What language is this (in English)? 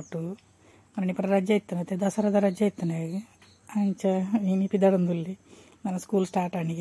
Tulu